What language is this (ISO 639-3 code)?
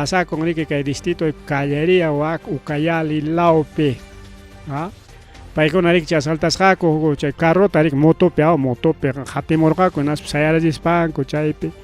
quy